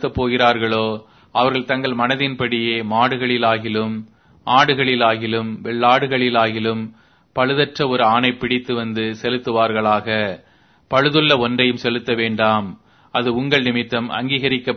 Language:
Tamil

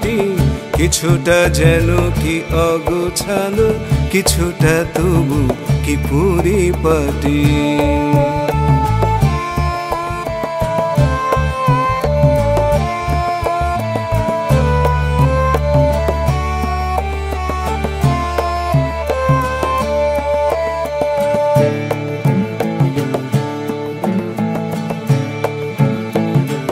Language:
Bangla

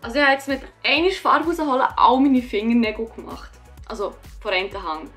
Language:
Swiss German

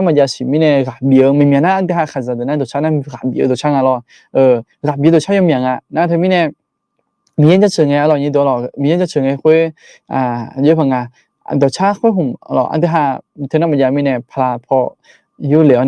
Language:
Akha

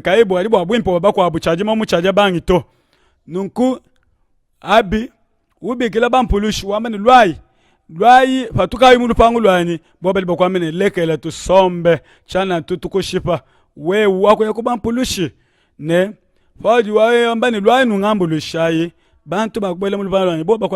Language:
Luba-Lulua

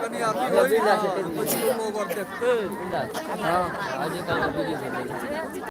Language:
Maithili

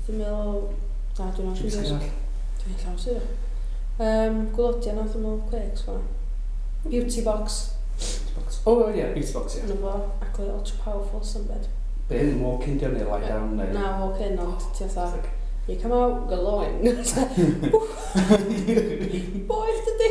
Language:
Welsh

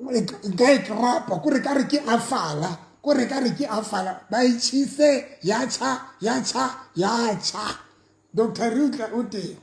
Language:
Southern Sotho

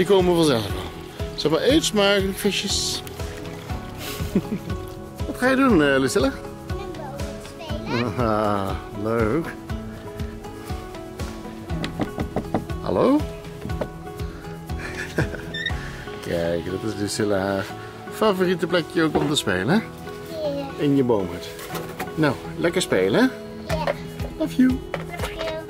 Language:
Dutch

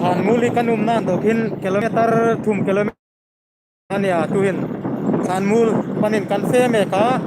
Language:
Hmar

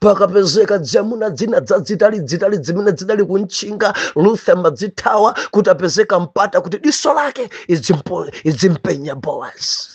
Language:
Nyanja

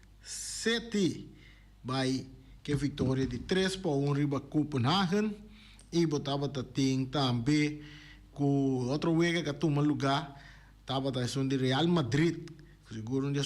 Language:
Papiamento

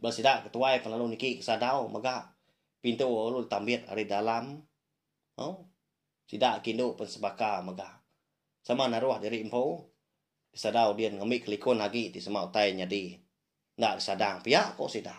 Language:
Iban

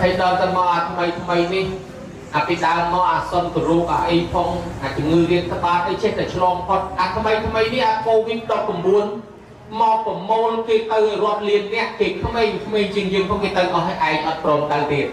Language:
Khmer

